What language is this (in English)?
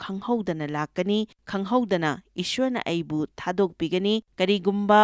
Manipuri